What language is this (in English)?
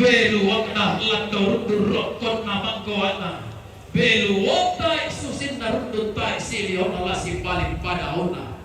Toraja-Sa'dan